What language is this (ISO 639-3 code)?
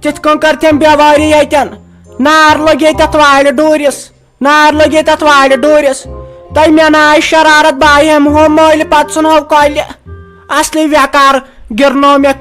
kas